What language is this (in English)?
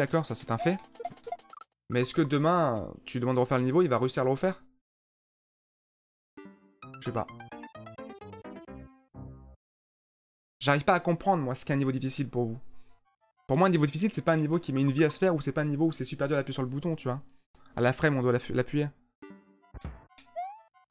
French